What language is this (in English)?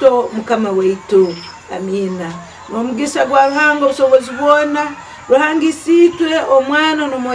Nyankole